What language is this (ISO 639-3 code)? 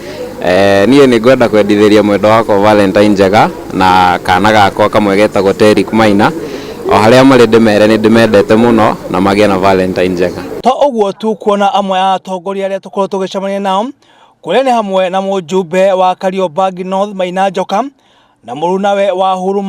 kik